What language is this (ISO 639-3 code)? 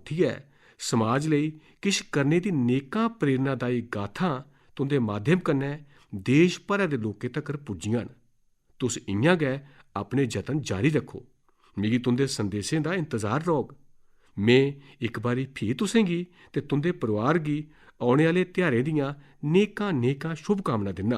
doi